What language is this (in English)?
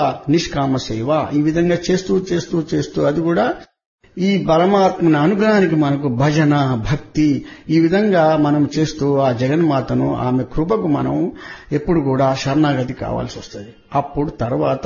Telugu